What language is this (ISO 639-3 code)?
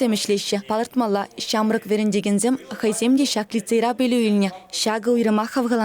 chv